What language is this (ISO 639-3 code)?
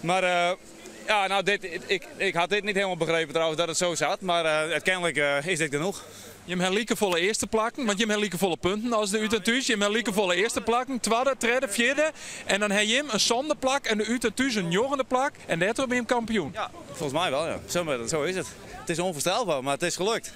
fry